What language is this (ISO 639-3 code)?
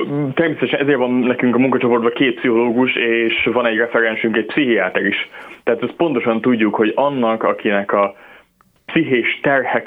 hun